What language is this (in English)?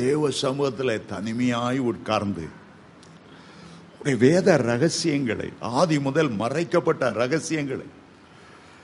Tamil